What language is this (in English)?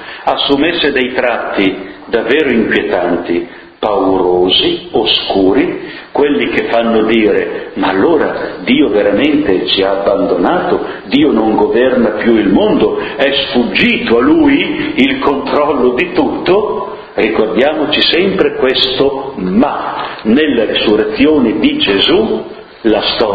Italian